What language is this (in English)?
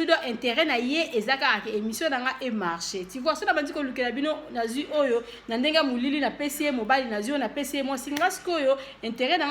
Lingala